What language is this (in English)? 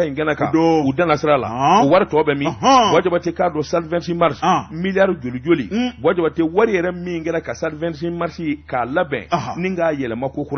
Bambara